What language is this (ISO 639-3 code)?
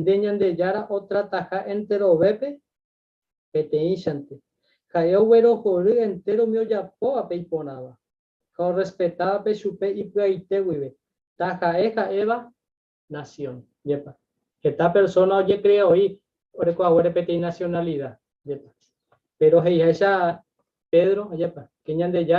grn